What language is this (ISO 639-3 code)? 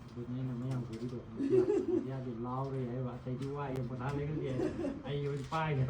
mni